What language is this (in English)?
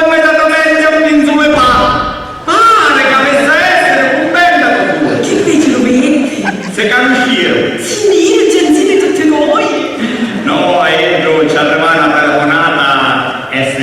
Sicilian